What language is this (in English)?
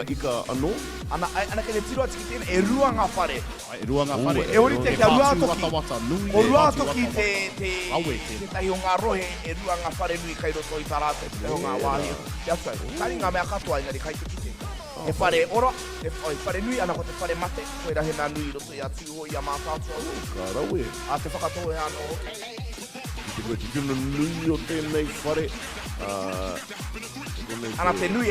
Māori